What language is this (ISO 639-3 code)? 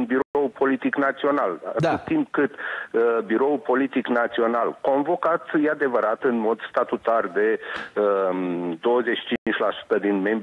ron